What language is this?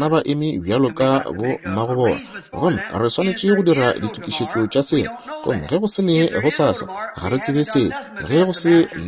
Northern Sotho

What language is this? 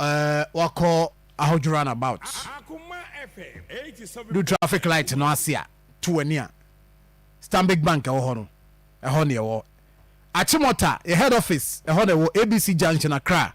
Akan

